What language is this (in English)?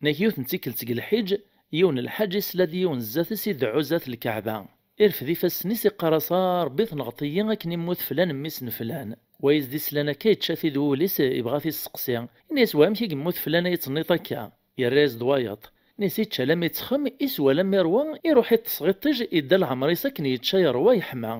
Kabyle